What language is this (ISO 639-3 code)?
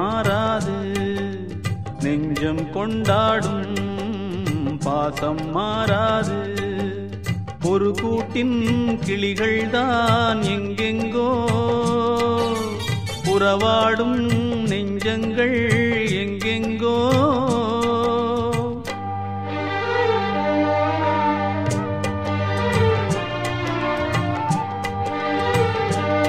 tam